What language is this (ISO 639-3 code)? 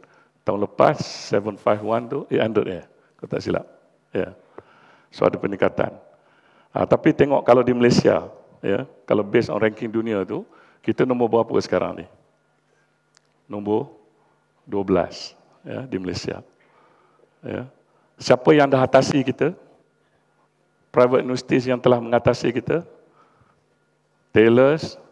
msa